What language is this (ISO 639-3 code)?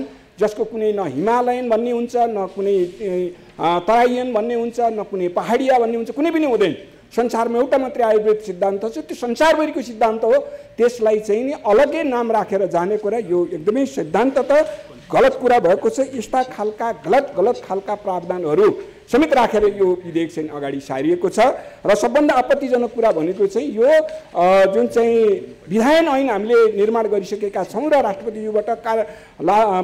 nep